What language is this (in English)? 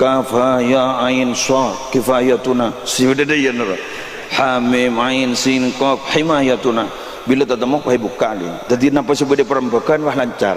Madurese